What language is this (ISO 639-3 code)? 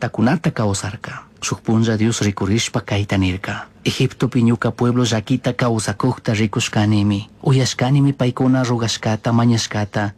qug